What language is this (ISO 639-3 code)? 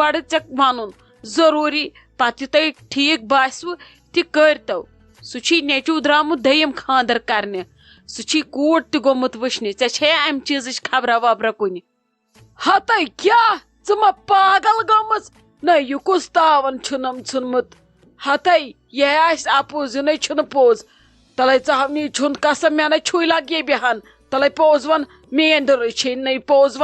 kas